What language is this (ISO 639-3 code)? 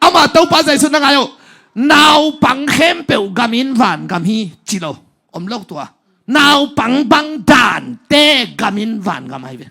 ctd